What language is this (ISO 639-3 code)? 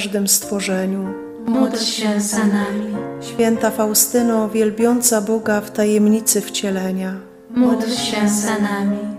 pol